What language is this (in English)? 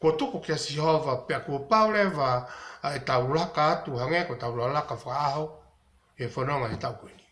Tongan